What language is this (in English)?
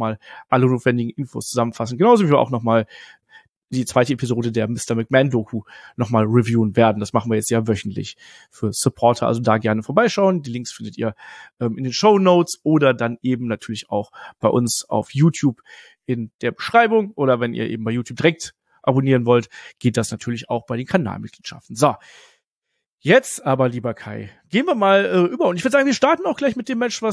German